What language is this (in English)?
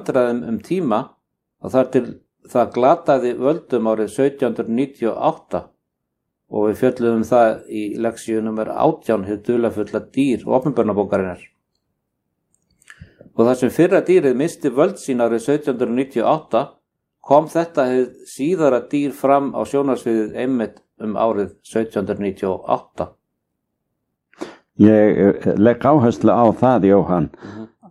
Icelandic